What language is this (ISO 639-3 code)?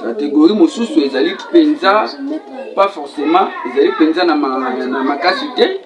lin